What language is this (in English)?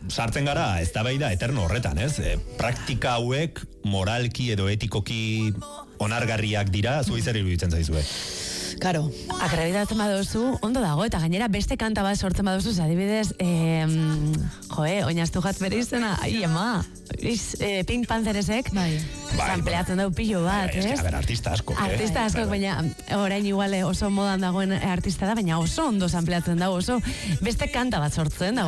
Basque